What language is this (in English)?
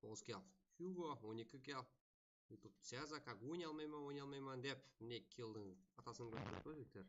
Kara-Kalpak